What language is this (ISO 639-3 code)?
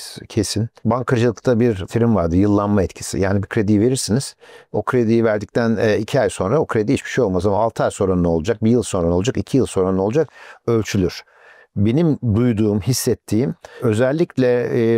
tur